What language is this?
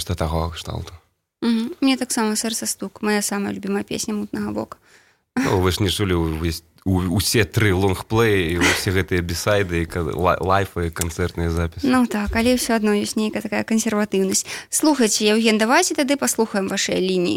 Belarusian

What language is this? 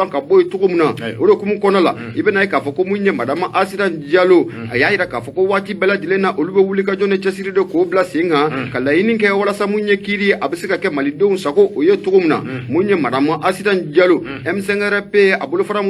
Bambara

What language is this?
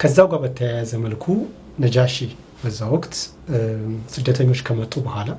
Amharic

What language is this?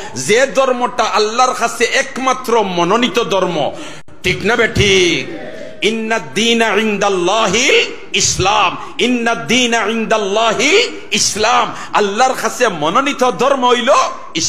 Sylheti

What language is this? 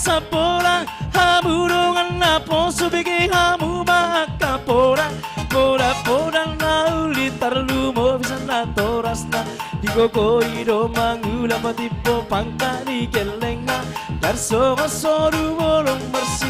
Batak Simalungun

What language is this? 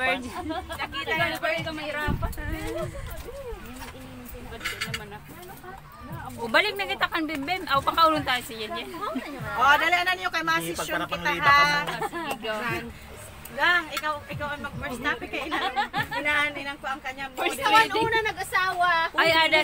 Filipino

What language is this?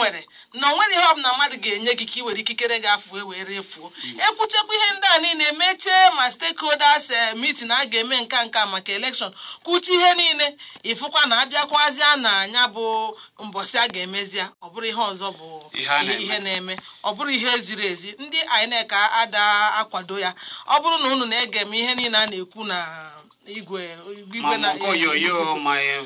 Igbo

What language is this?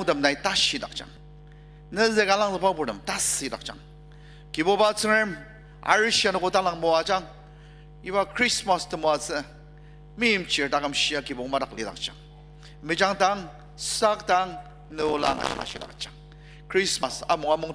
Ao Naga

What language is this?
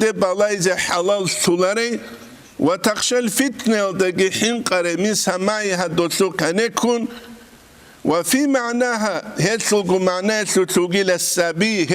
Avaric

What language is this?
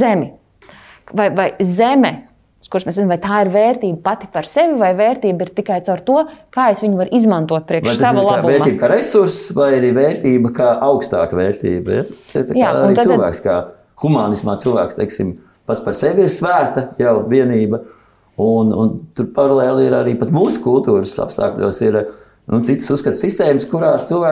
Latvian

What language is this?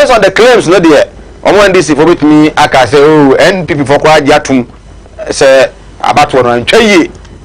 Akan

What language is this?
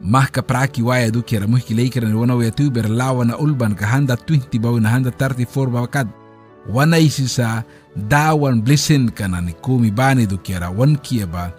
Mískito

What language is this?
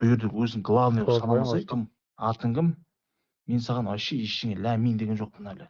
Kara-Kalpak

